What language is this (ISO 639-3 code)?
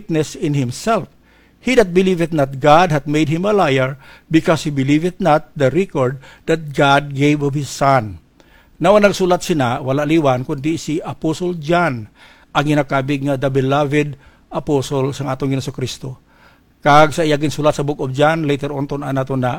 hil